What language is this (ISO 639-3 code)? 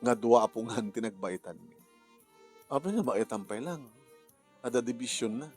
ilo